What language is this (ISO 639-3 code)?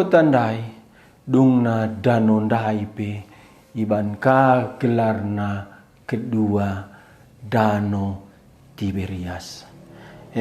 btx